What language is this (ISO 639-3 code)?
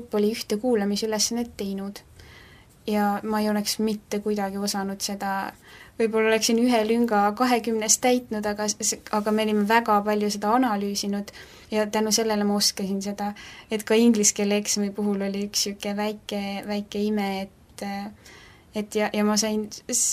est